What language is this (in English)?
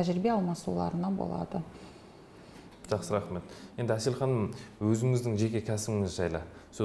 Kazakh